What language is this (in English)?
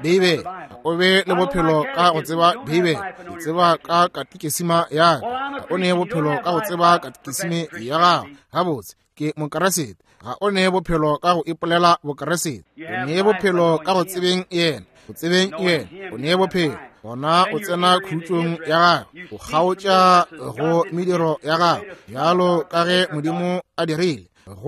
Northern Sotho